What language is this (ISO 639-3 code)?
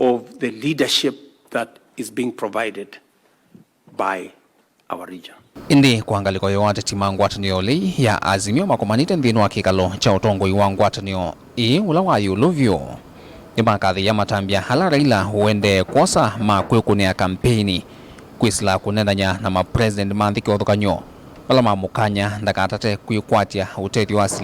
kam